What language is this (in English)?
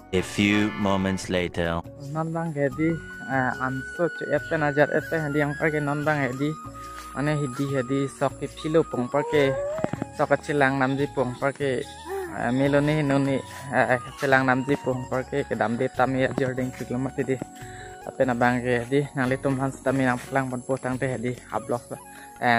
Karbi